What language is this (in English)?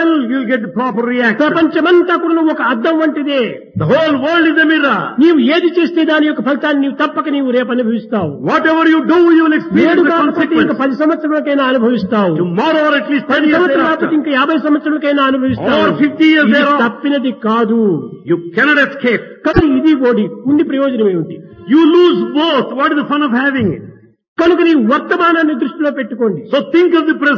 Telugu